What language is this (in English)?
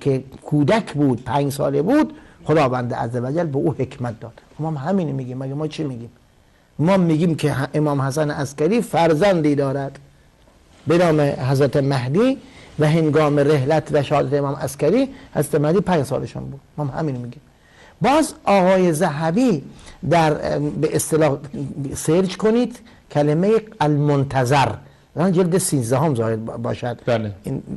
Persian